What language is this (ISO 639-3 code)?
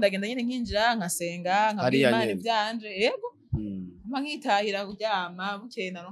run